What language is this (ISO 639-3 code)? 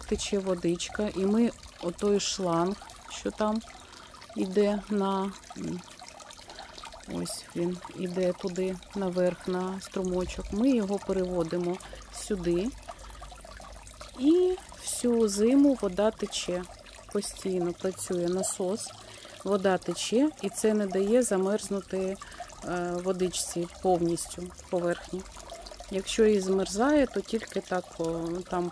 ukr